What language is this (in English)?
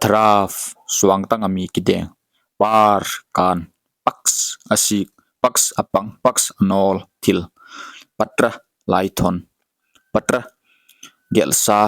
Paite Chin